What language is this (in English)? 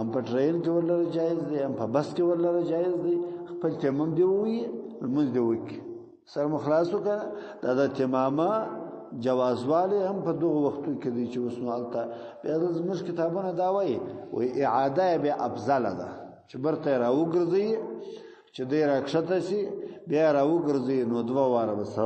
Pashto